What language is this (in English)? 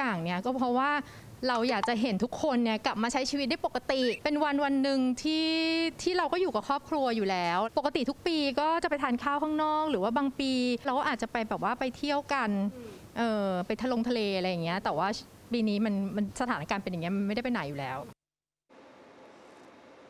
Thai